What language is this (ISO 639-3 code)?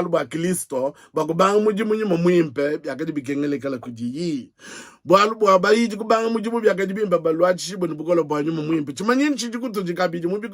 lua